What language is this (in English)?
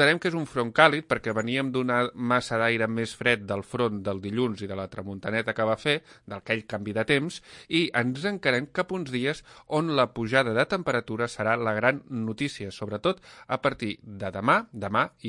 Catalan